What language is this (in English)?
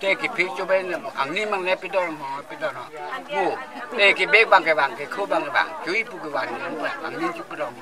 Karbi